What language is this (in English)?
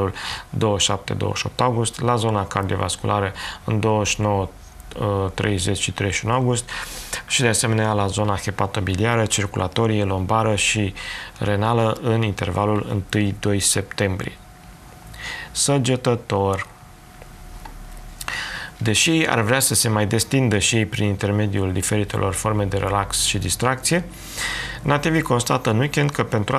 Romanian